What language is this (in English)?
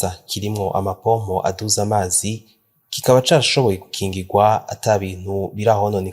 Rundi